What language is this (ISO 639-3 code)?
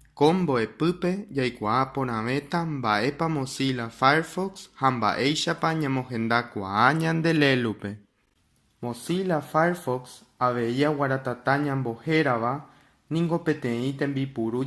grn